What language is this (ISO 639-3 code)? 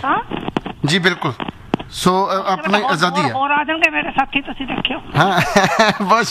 pan